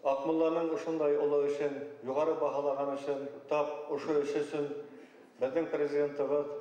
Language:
Bashkir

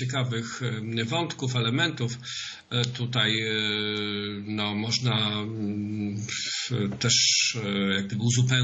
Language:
Polish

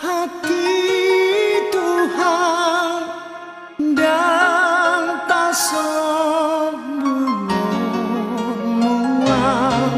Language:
Batak Toba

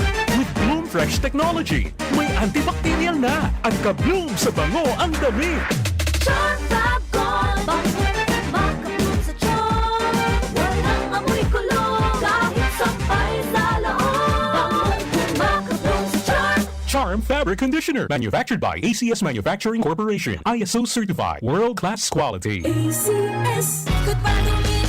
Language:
Bikol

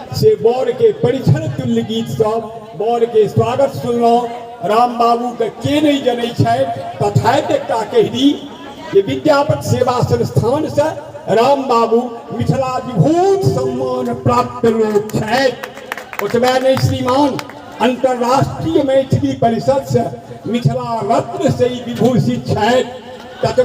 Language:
Maithili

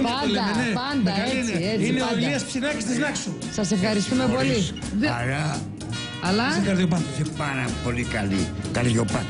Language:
Greek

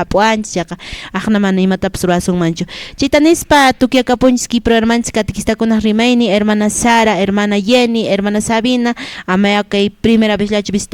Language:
Quechua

